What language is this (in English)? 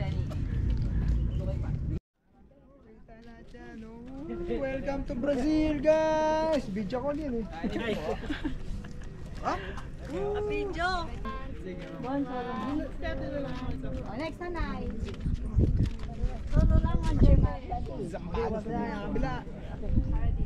Filipino